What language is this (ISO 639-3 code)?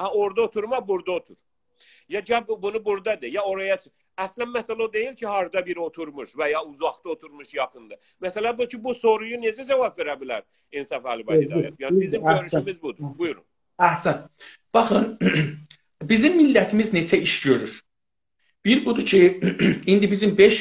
azb